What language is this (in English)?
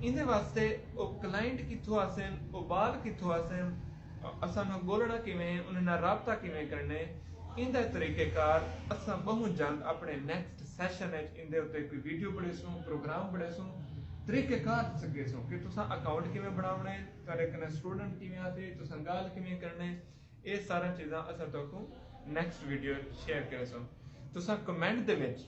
Saraiki